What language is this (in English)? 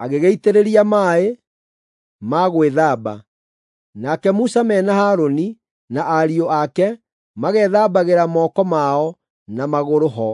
Kikuyu